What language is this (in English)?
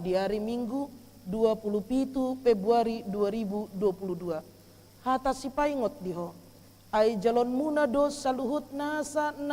Batak Toba